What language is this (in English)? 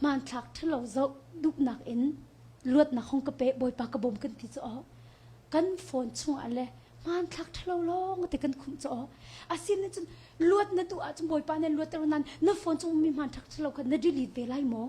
Hakha Chin